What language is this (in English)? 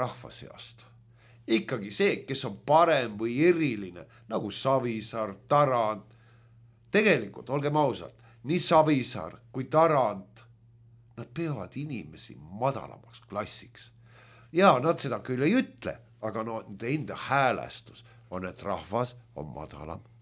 Estonian